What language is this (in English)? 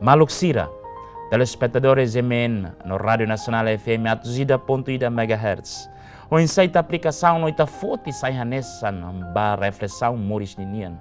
Tetum